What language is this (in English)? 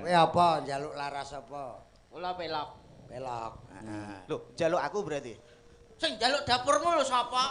Javanese